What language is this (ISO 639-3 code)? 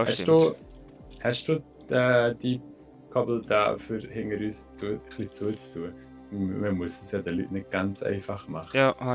gsw